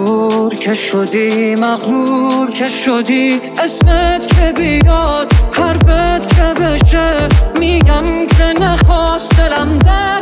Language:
Persian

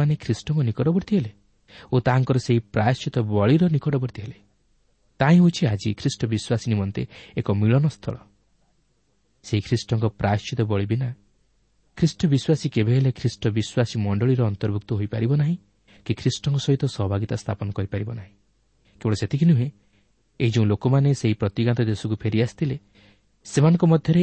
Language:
Odia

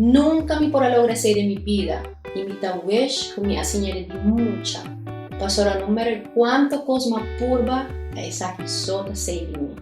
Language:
Papiamento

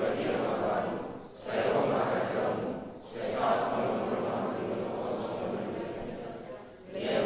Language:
Batak Toba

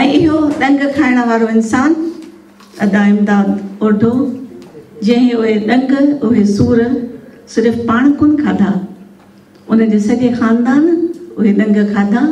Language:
Sindhi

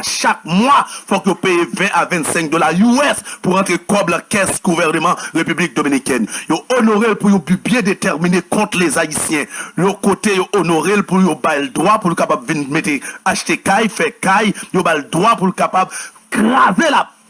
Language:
Haitian Creole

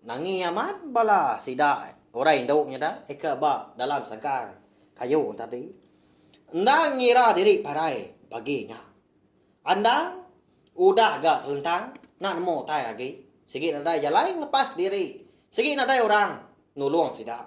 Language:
Iban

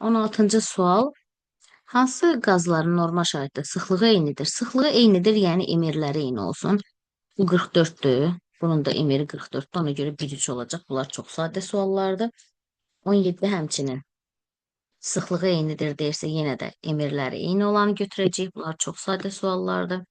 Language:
Azerbaijani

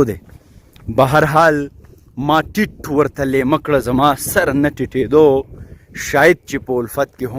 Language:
Pashto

